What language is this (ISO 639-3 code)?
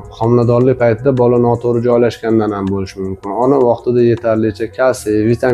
uzb